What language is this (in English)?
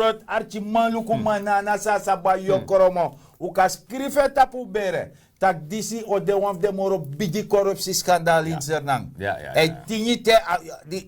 Sranan Tongo